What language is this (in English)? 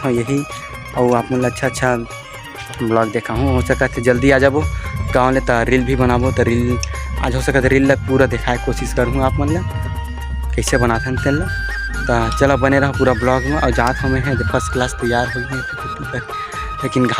Chhattisgarhi